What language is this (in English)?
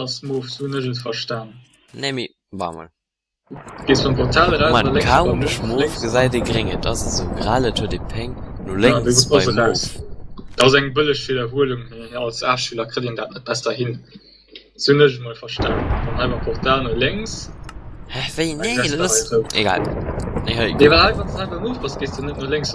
Luxembourgish